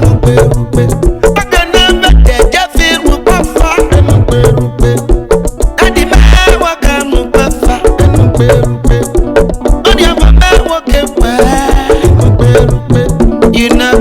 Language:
Urhobo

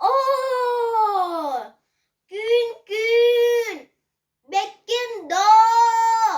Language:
Yakut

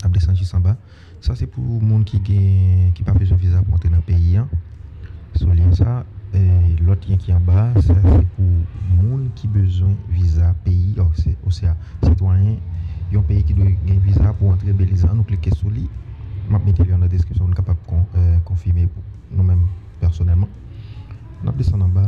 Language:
Haitian Creole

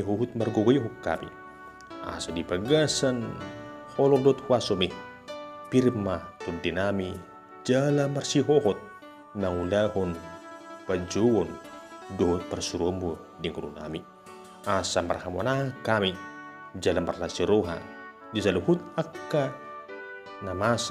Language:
Batak Toba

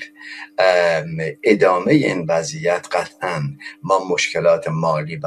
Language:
Persian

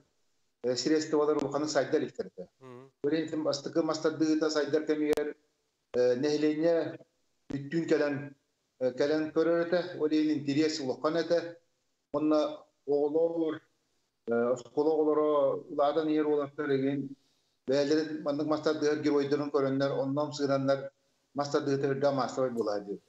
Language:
Yakut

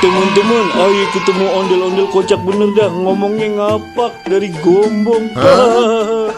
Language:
Betawi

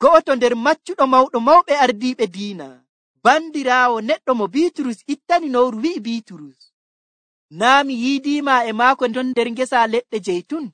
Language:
Nigerian Fulfulde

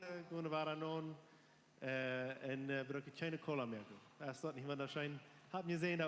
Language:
Plautdietsch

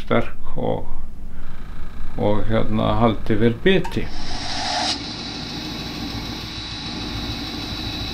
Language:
Icelandic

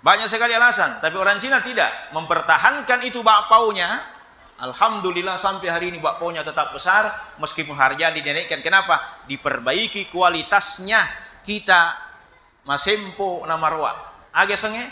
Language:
Buginese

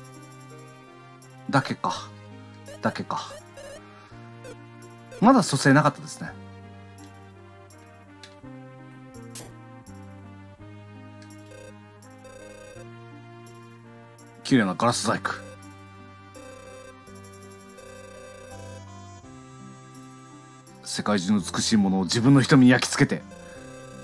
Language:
Japanese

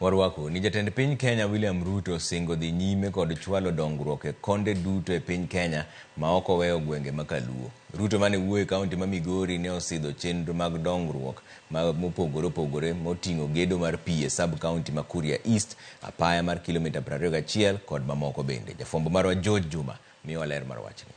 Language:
Luo (Kenya and Tanzania)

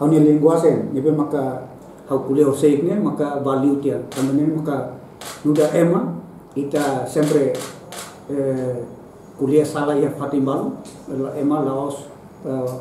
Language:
Tetum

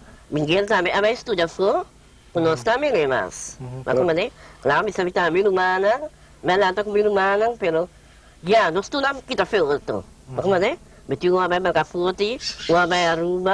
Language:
Papiamento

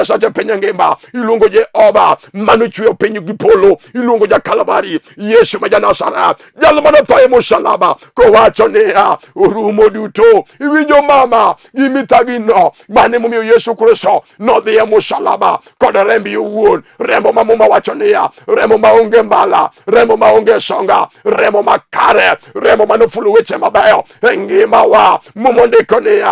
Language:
Luo (Kenya and Tanzania)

